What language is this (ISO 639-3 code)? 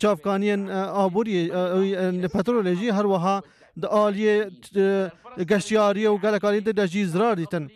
kur